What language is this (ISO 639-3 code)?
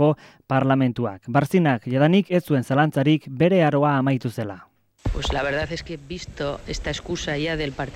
eus